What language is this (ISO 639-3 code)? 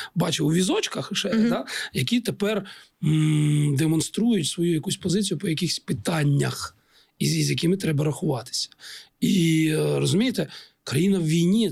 ukr